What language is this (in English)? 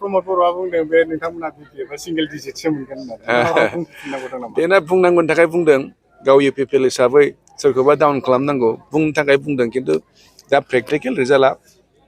Bodo